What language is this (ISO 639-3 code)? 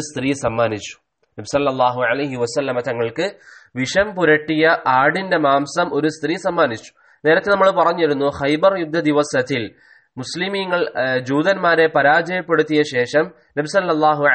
mal